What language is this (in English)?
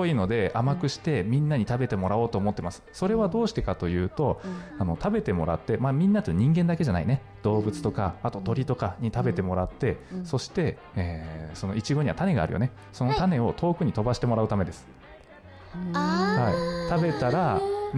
Japanese